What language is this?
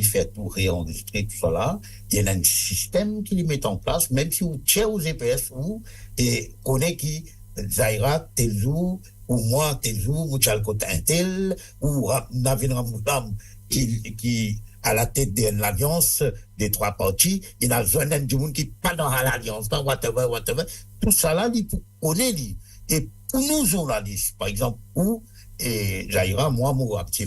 Morisyen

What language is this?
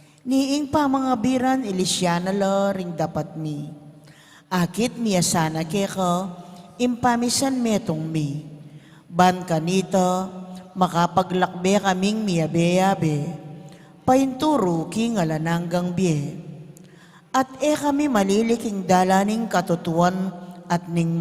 Pampanga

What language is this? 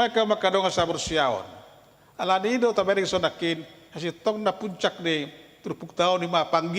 Batak Toba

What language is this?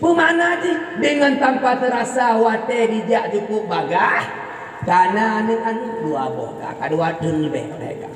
Achinese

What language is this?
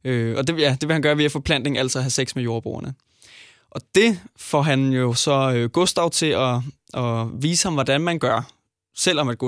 Danish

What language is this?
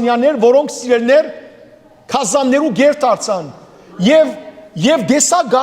Western Armenian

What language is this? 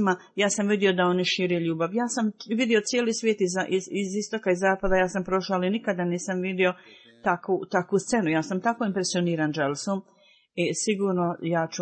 Bosnian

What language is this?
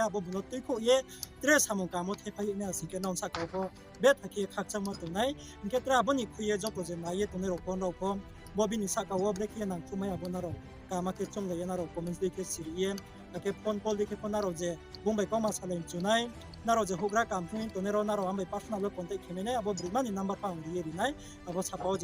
Riang (India)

